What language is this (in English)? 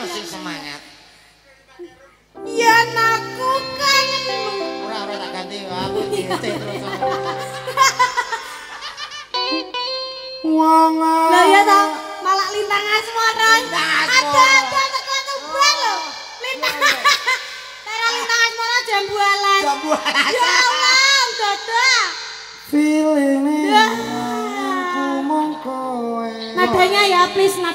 Javanese